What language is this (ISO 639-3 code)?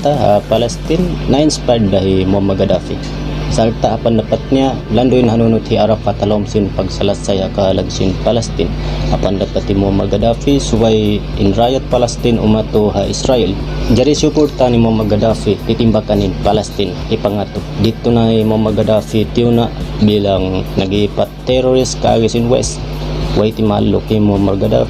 tsg